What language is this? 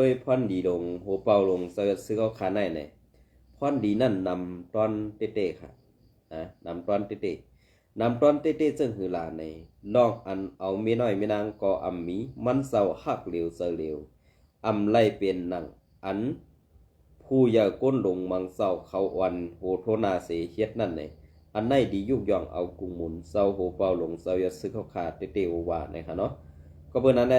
Shan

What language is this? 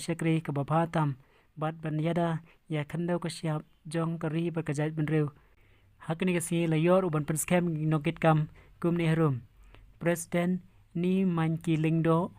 Khasi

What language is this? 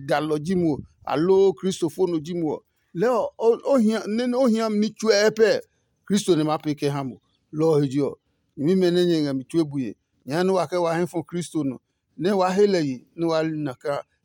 Adangme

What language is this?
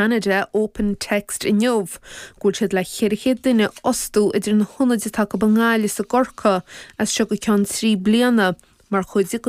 Irish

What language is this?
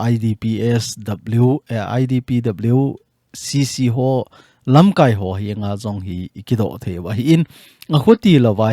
Thado Chin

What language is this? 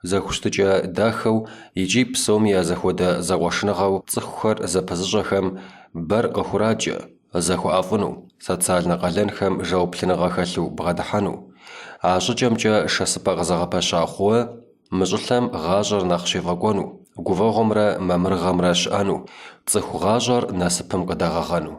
Kabardian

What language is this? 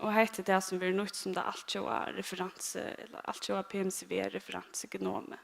Faroese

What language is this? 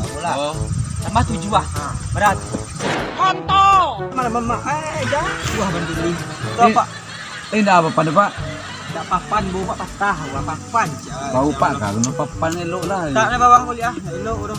Minangkabau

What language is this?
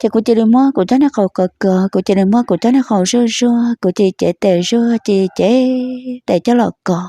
Hmong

